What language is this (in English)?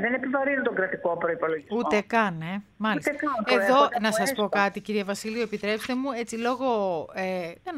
Greek